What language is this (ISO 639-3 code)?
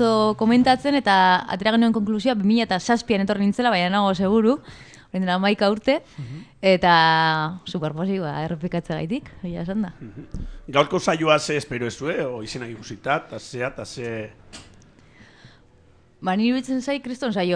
eus